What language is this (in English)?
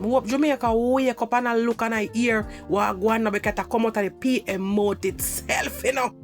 Jamaican Creole English